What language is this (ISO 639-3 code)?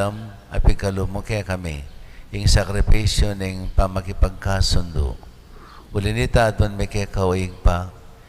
pam